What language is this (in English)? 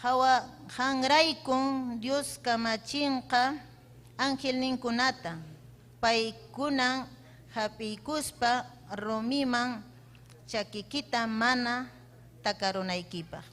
Ayacucho Quechua